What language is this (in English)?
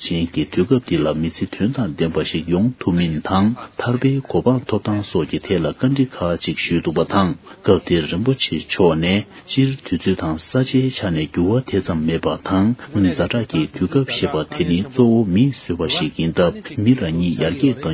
Tibetan